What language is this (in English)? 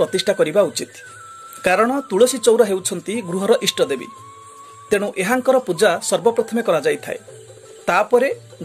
Odia